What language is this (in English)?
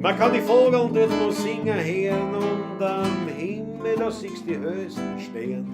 Bavarian